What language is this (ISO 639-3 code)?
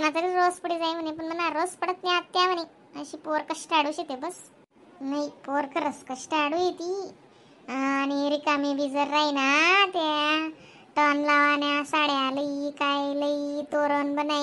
khn